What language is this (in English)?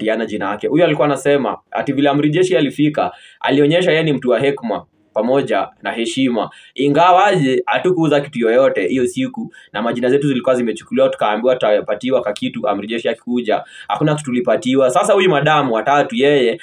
Swahili